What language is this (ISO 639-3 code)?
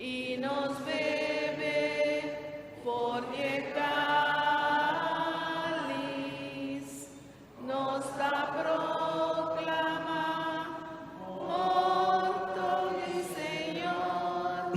pap